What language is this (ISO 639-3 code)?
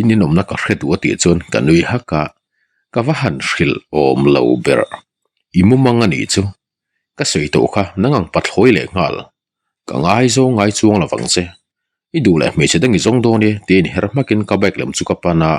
lus